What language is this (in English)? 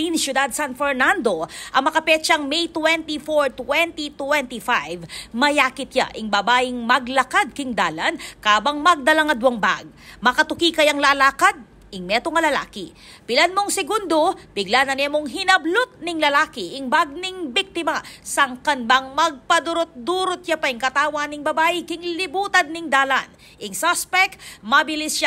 Pampanga